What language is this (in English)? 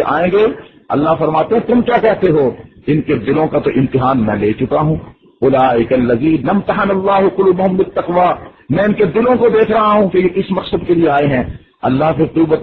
Urdu